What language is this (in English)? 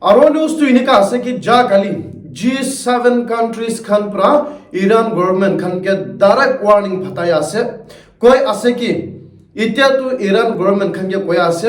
Naga Pidgin